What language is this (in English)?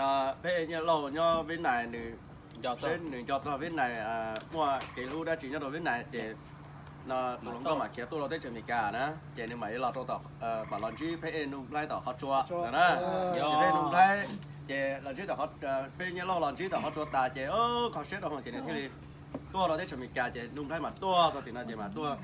Hmong